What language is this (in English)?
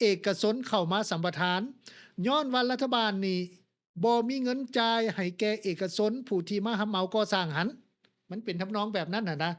Lao